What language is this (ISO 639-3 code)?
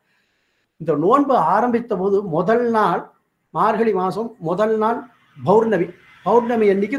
tam